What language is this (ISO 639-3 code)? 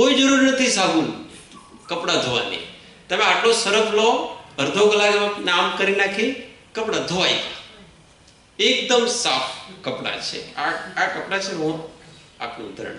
guj